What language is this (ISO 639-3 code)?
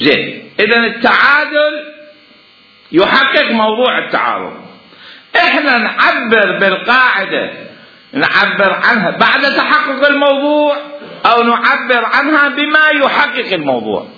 acm